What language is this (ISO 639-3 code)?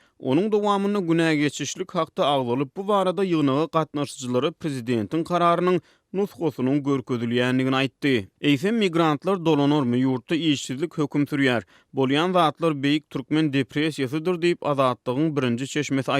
tuk